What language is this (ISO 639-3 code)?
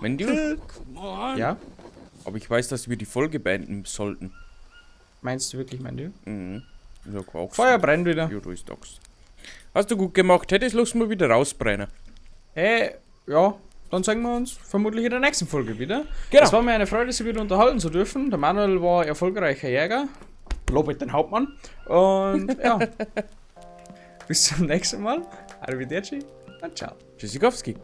bar